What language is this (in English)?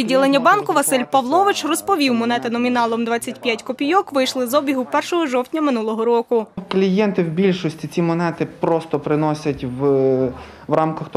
Ukrainian